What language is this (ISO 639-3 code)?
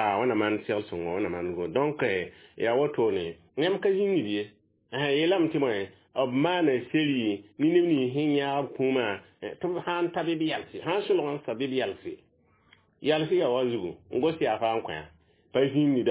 mos